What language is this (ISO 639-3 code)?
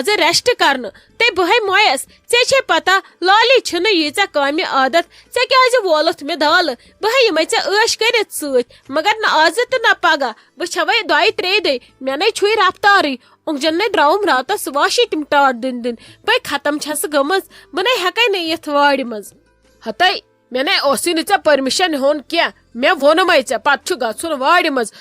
kas